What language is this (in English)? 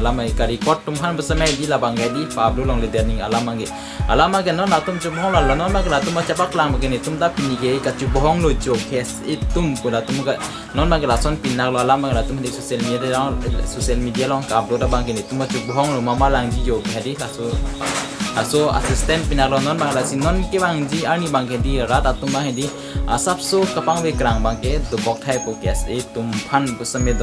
Karbi